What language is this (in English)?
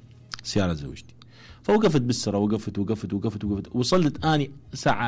Mesopotamian Arabic